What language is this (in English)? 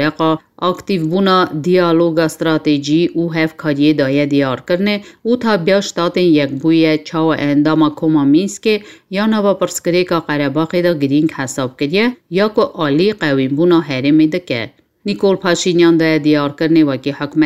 Kurdish